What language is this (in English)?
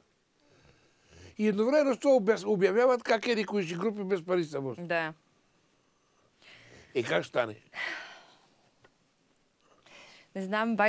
Bulgarian